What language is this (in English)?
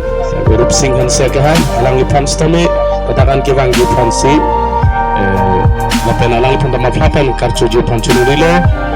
Karbi